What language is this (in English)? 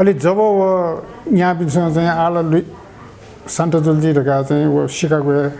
Newari